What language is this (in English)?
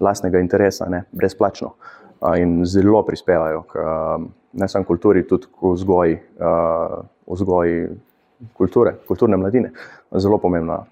Slovenian